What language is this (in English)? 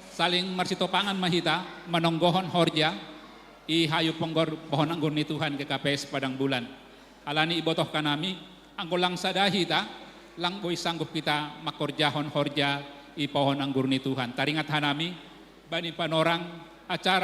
Batak Simalungun